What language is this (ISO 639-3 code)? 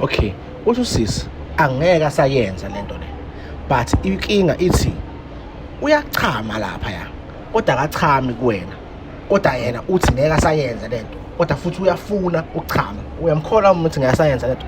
zul